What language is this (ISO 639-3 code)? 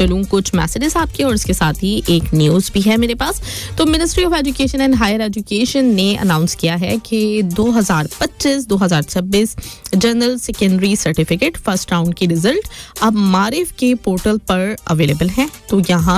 hin